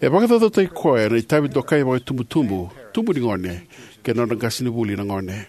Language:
Fijian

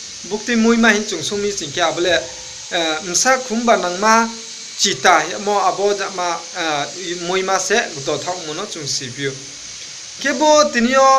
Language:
Riang (India)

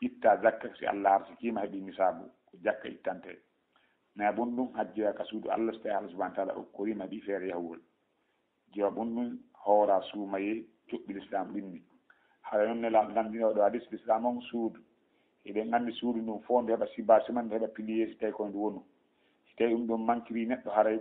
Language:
Fula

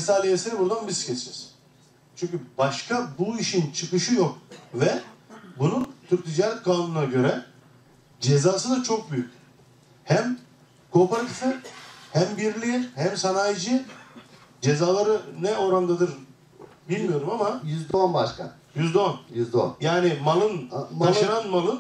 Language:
Turkish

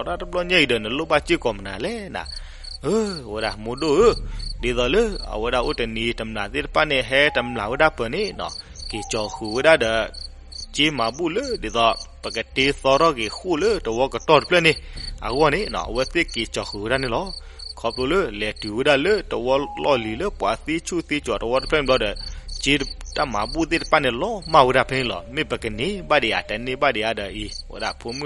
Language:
S'gaw Karen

